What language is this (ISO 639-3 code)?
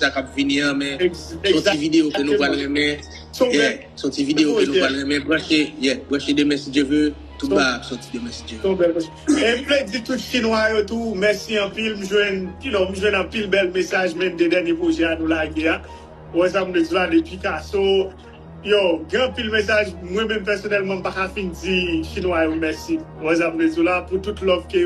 hat